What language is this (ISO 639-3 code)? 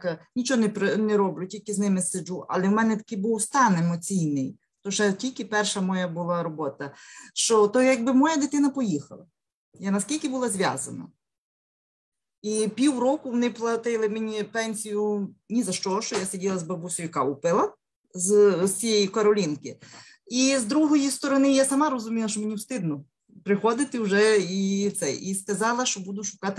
ukr